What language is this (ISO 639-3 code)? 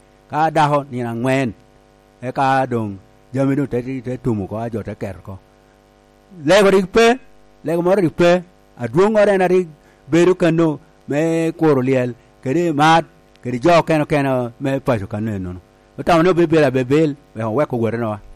laj